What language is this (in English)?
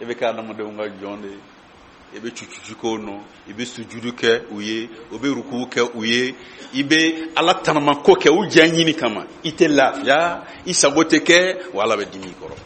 Bambara